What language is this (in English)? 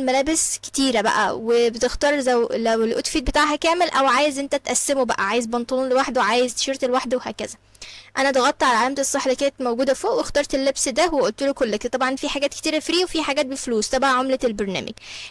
Egyptian Arabic